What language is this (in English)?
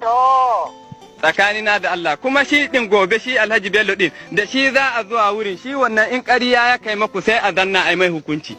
Hausa